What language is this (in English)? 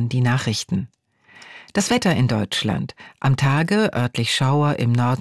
German